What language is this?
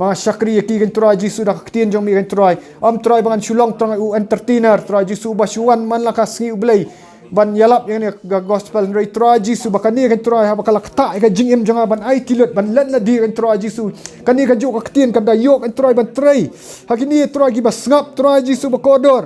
Khasi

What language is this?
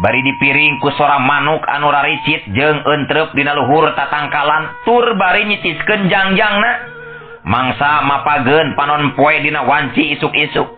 Sundanese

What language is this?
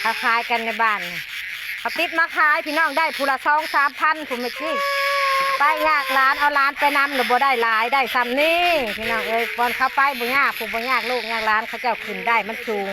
Northeastern Thai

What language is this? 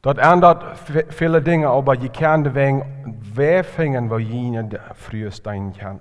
Plautdietsch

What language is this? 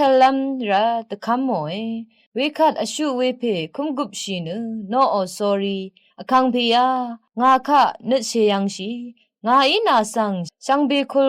Rawang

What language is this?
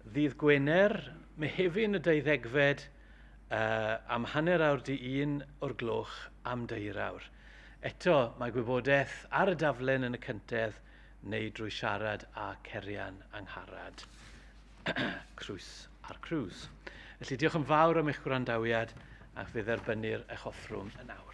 Welsh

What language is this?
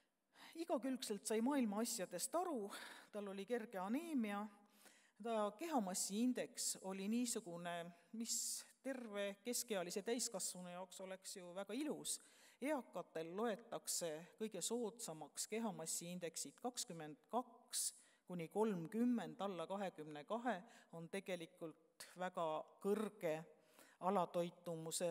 Estonian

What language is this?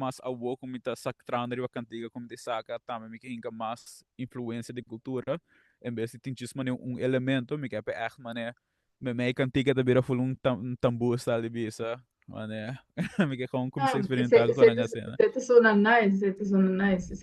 Papiamento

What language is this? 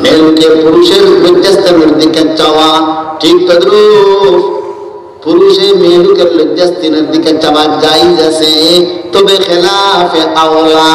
Sylheti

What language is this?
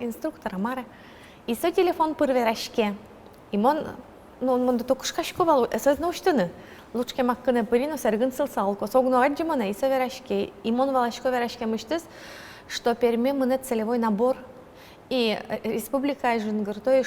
Udmurt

